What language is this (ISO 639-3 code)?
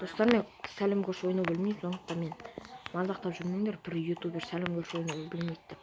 kaz